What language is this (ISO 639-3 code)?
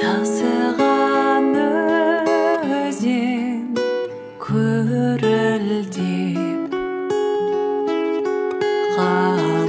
kaz